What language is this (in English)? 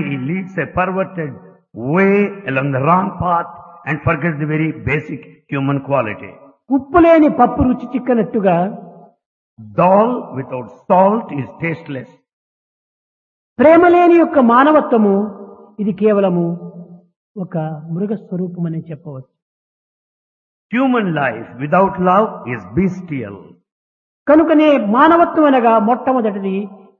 Telugu